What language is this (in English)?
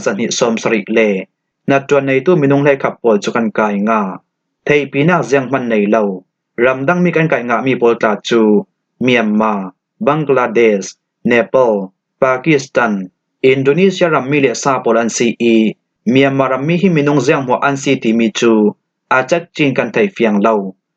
Falam Chin